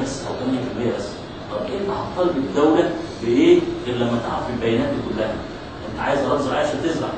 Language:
Egyptian Arabic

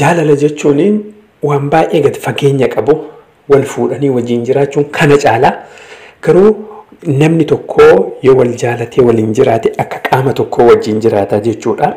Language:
Oromo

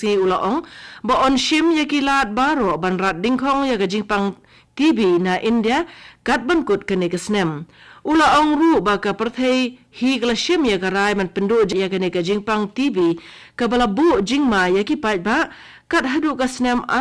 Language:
Khasi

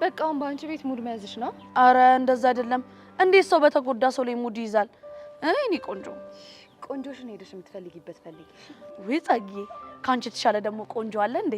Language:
Amharic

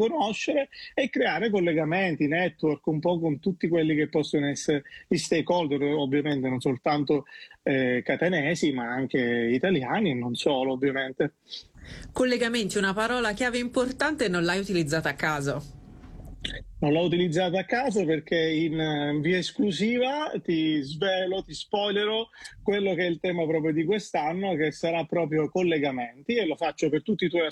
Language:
Italian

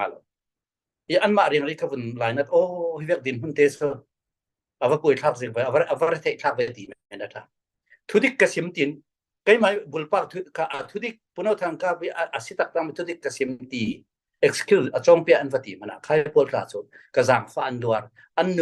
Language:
Falam Chin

